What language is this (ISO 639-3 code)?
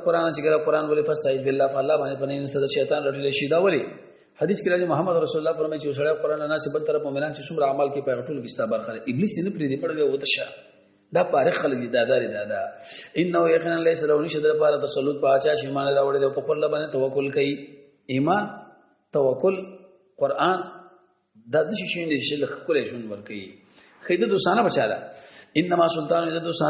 pus